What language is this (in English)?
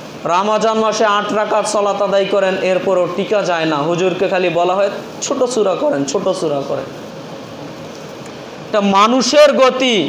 Bangla